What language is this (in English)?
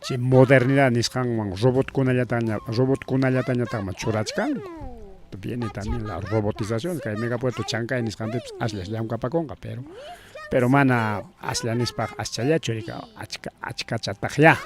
Ayacucho Quechua